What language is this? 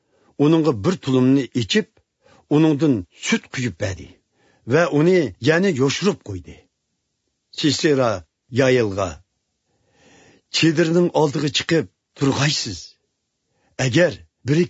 Uyghur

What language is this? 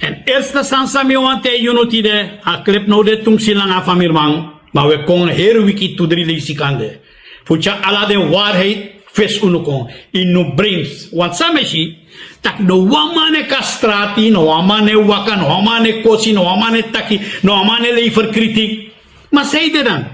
Sranan Tongo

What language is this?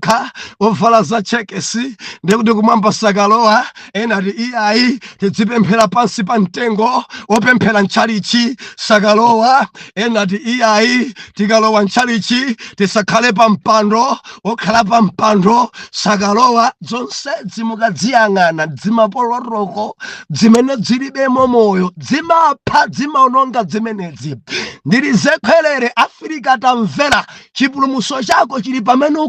Nyanja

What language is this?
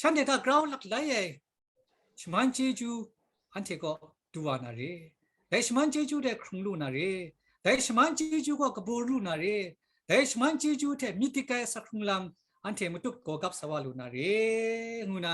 Kachin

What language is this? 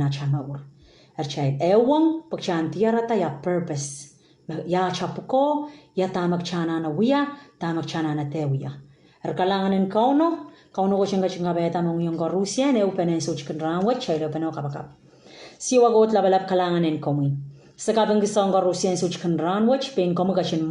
Pohnpeian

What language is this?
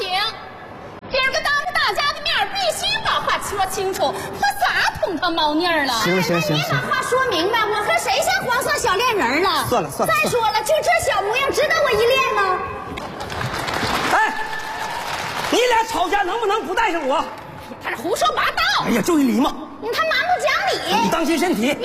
Chinese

